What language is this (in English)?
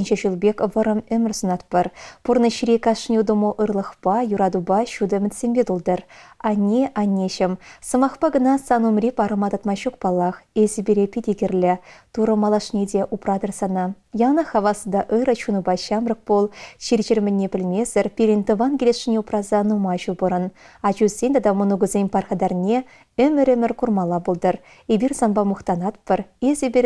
Chuvash